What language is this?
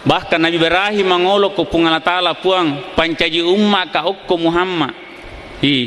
Buginese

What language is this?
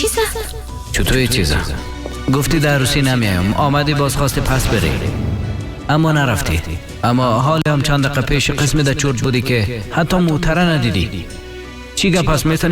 Persian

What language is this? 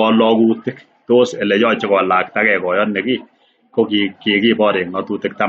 Kalenjin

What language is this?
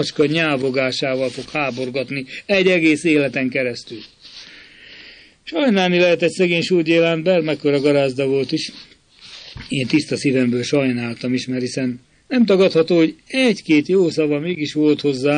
Hungarian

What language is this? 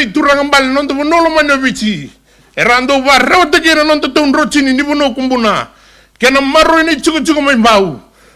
Fijian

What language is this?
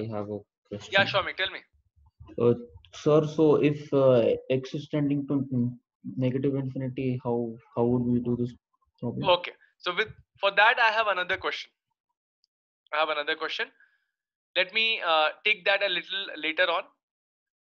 English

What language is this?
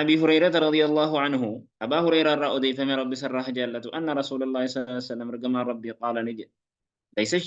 Oromo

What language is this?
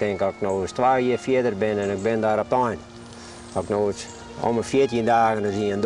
Western Frisian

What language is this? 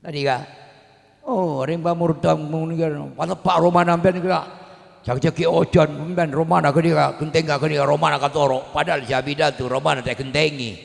Madurese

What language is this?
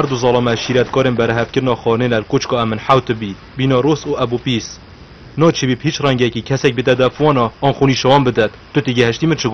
Kurdish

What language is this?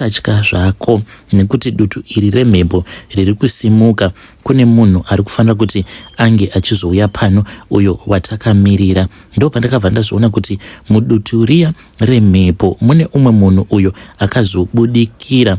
Shona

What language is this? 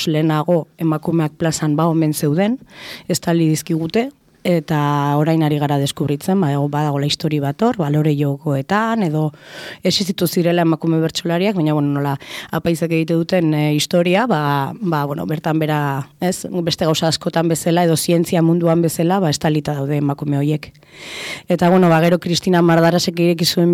Basque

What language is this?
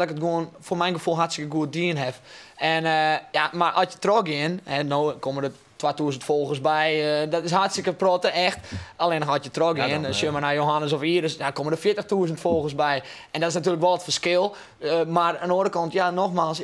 Western Frisian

